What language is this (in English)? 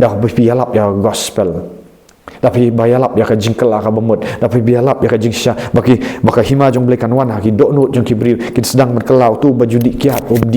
Khasi